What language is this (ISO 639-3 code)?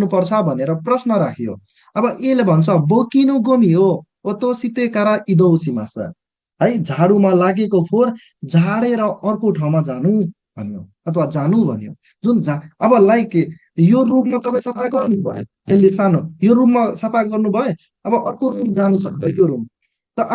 nep